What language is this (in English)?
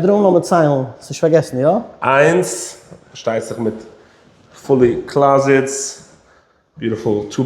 Yiddish